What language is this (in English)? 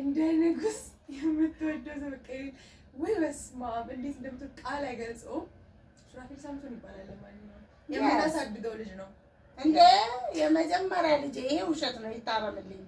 Amharic